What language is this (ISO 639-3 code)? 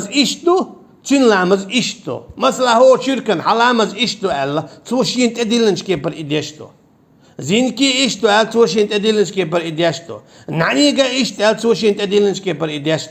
che